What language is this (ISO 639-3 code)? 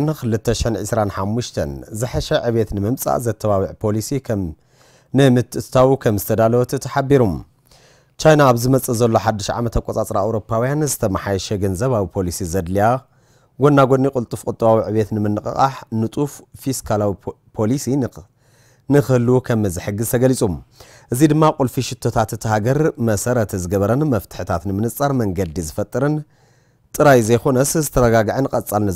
tir